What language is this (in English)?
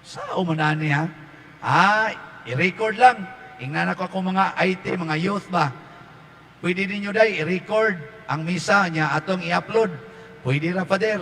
Cebuano